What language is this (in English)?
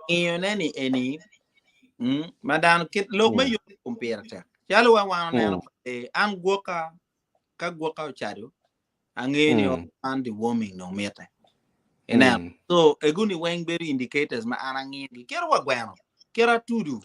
Acoli